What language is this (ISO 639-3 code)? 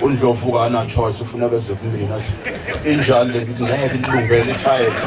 zul